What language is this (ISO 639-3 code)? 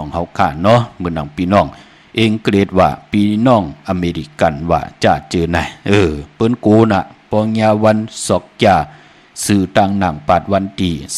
shn